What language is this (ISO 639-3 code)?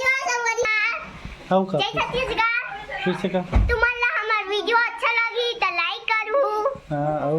hne